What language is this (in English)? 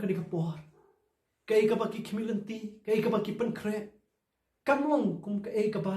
Khasi